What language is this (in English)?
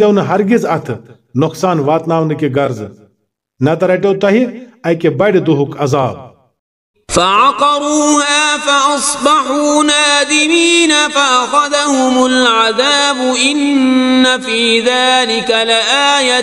Kashmiri